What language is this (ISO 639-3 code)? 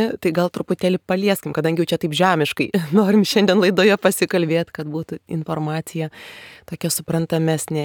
lit